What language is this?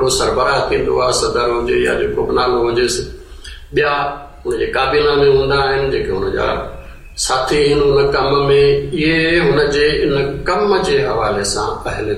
Sindhi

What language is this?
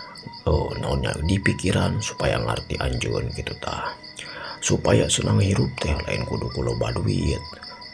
Sundanese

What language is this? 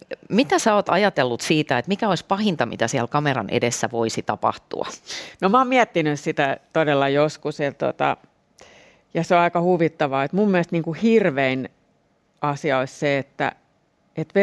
Finnish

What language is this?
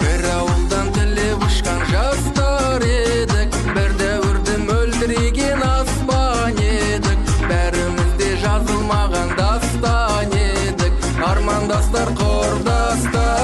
Kara-Kalpak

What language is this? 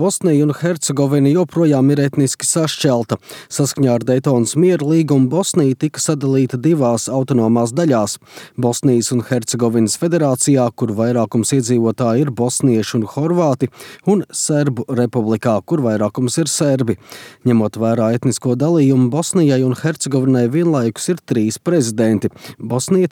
Latvian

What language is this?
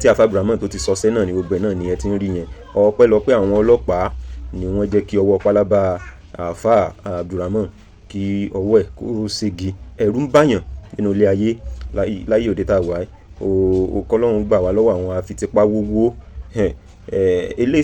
Yoruba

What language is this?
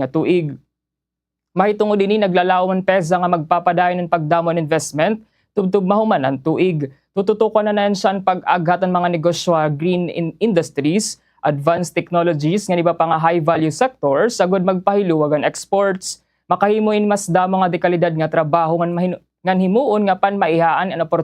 Waray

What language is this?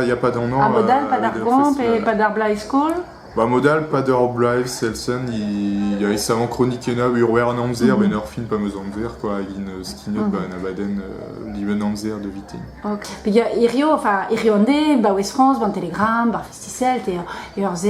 Breton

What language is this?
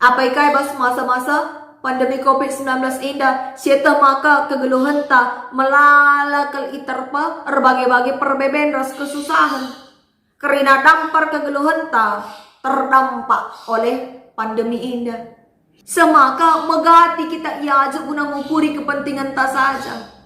Batak Karo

